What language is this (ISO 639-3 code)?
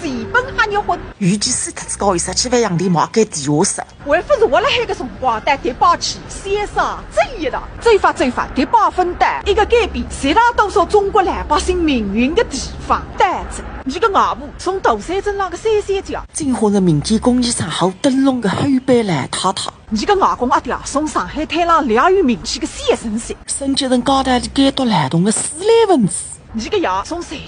wuu